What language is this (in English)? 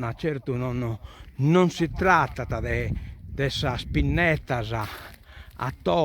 Sardinian